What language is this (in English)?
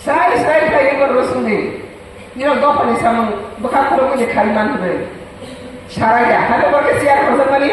Riang (India)